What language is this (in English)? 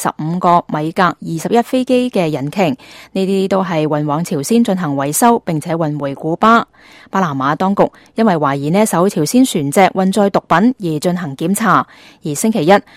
Cantonese